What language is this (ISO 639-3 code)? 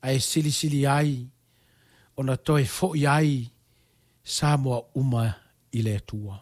smo